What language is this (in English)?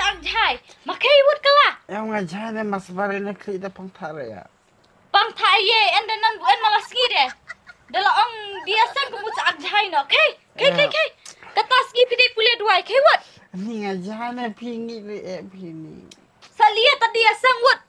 Khasi